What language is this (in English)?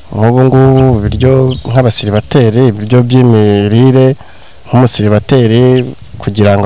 Kinyarwanda